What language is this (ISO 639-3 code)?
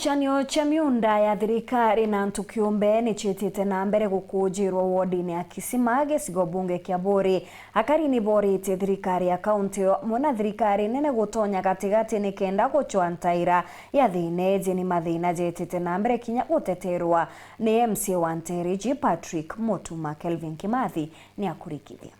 mer